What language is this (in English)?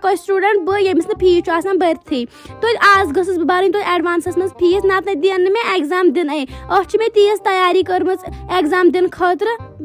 Kashmiri